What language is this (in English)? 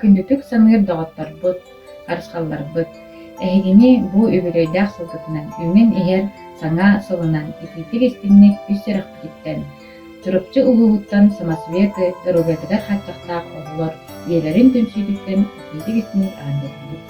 Yakut